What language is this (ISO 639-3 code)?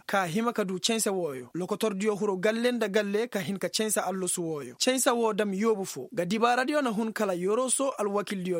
ses